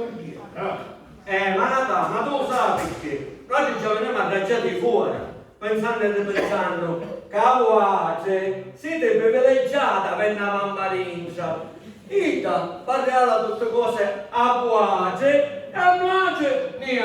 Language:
Sicilian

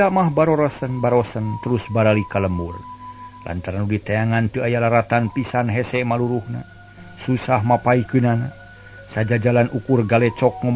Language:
Sundanese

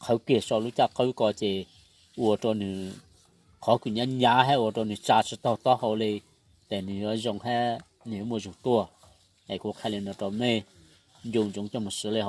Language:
Hmong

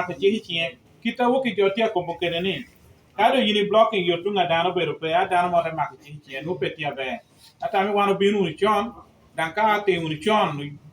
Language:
Lango (Uganda)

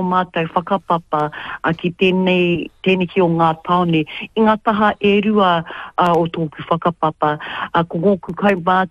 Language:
Māori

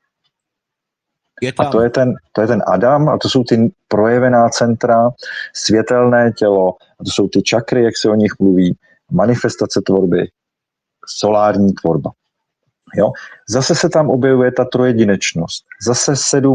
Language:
Czech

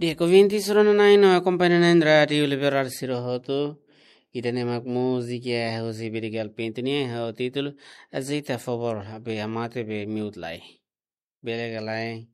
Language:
Tetum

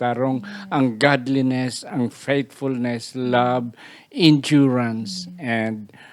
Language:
Hiligaynon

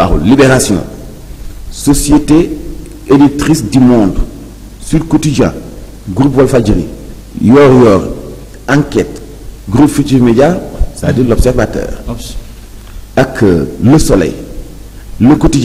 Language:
Wolof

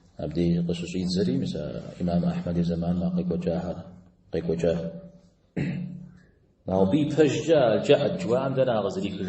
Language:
Kabardian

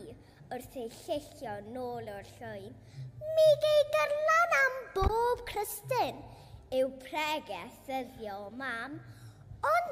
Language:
Welsh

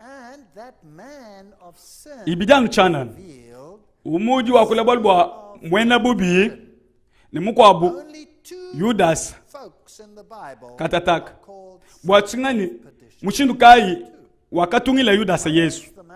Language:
Luba-Lulua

